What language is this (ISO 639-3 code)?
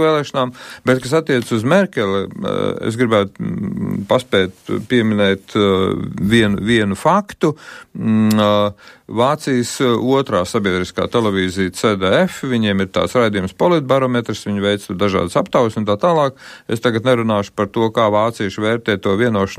lav